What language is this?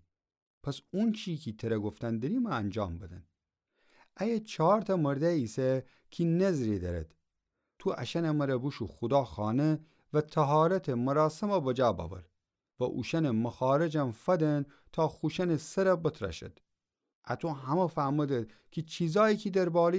Gilaki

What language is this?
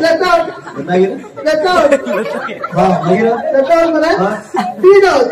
Konkani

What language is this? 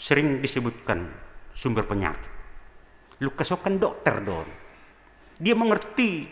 Batak Simalungun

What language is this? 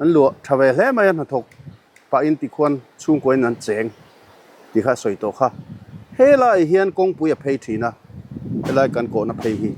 Mizo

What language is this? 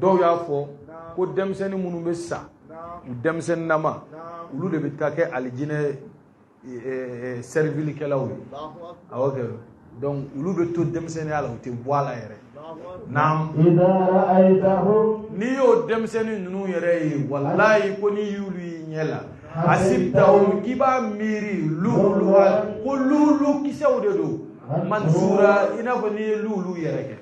Bambara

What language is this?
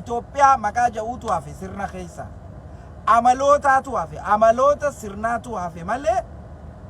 Oromo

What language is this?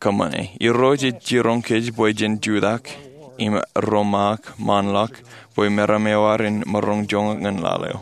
Marshallese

